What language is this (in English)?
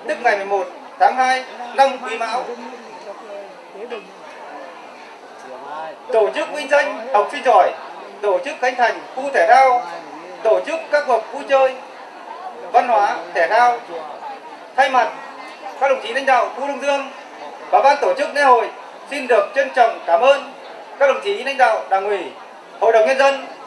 Vietnamese